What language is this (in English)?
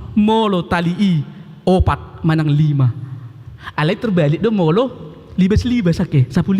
Batak Toba